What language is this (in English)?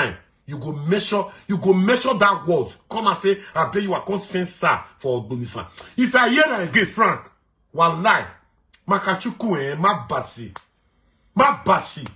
Nigerian Pidgin